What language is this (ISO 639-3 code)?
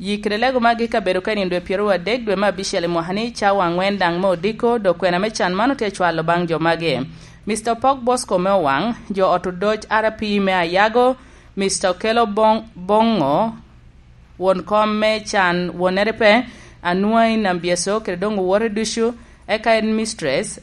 laj